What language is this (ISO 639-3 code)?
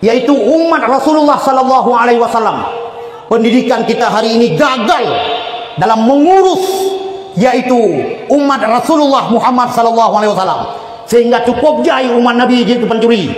ace